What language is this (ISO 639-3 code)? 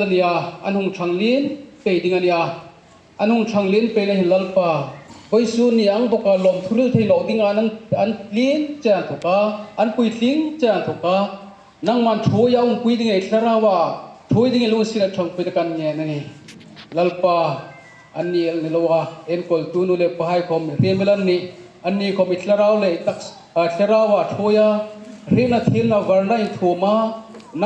hmr